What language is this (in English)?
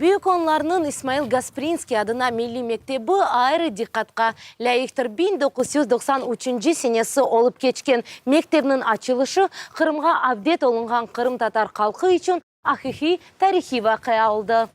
Crimean Tatar